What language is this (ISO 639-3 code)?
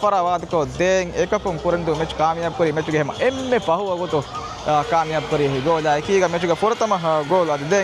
div